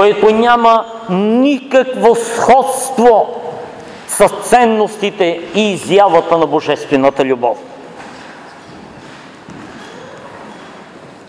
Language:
Bulgarian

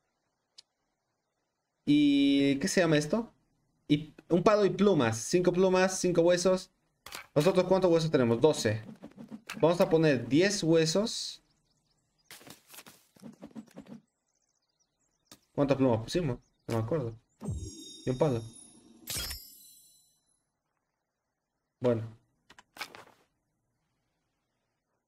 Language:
Spanish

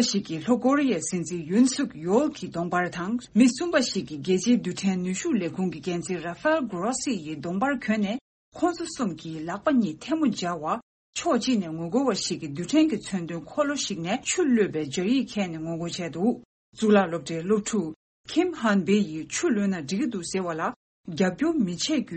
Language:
Tibetan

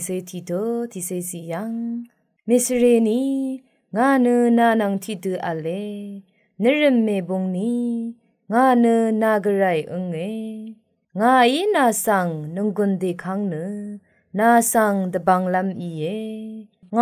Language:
Rawang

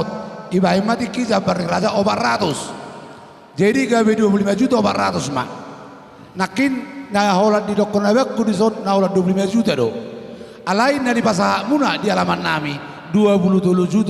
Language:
Batak Toba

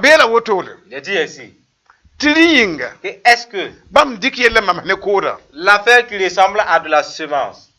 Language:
Mossi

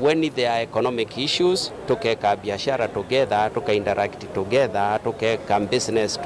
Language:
Kamba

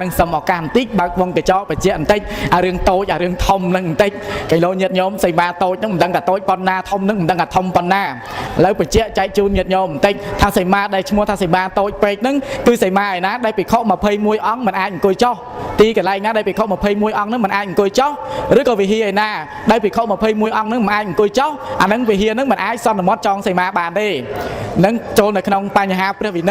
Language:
Khmer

